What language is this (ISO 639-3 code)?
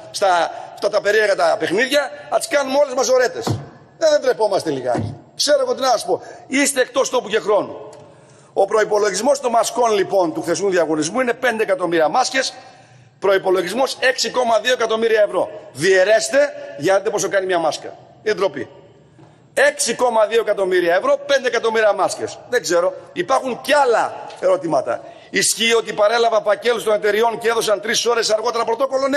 ell